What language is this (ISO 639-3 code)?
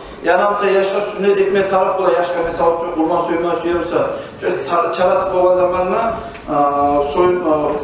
kum